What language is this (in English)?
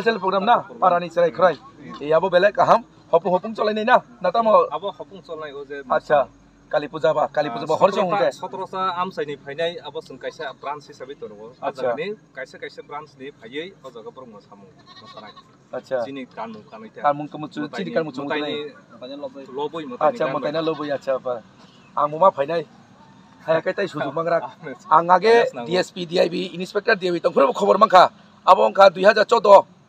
Kok Borok